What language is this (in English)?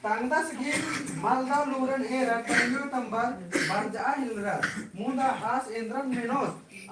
Kurukh